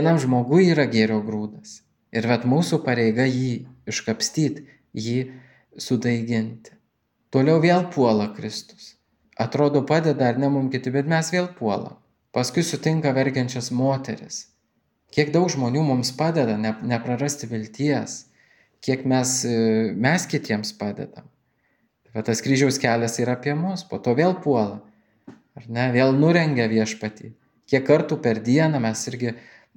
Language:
Lithuanian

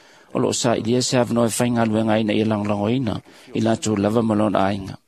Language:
Samoan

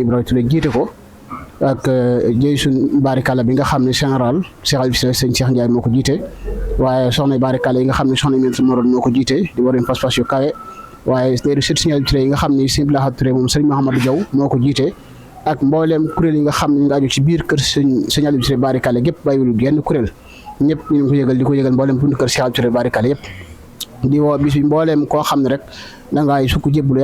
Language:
Wolof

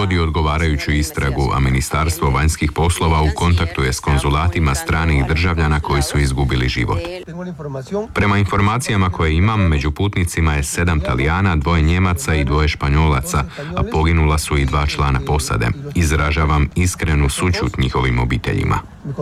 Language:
Croatian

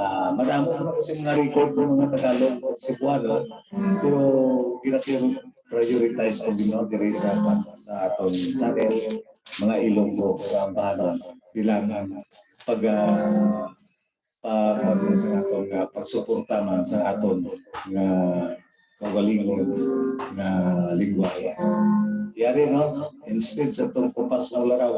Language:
Hiligaynon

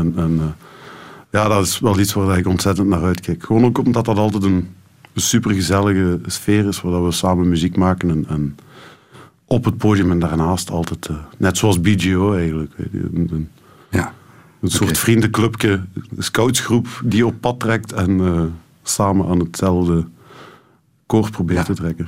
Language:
Dutch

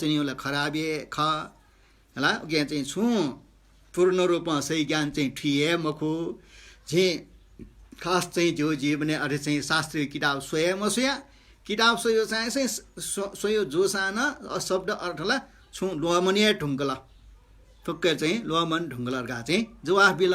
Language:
Newari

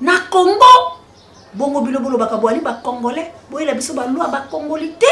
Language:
Lingala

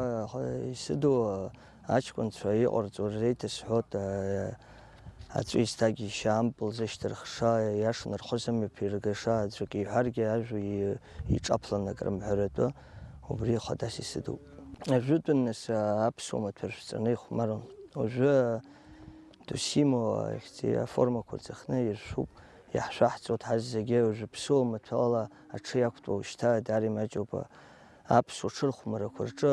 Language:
Abkhazian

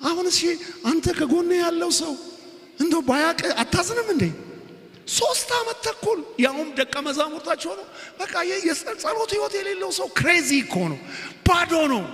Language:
Amharic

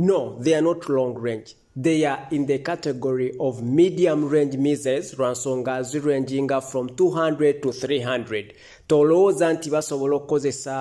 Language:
Ganda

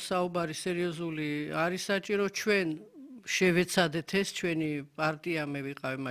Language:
Georgian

